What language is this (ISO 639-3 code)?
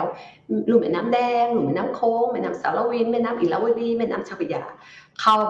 tha